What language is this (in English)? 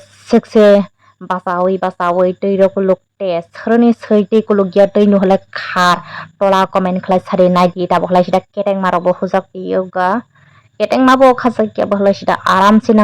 Kok Borok